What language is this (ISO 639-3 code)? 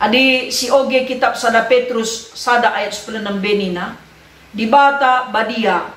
btx